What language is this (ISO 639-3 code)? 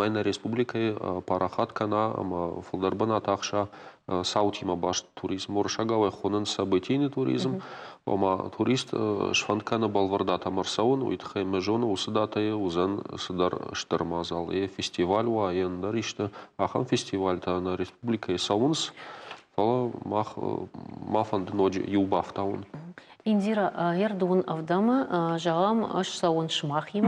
oss